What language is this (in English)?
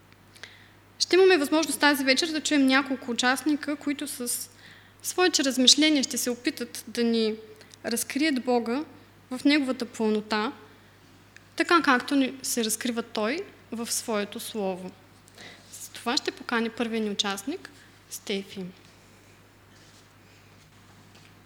Bulgarian